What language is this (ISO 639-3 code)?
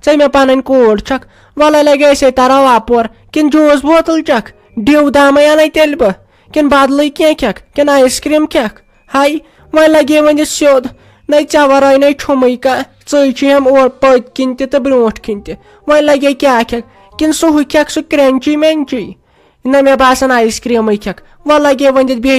kas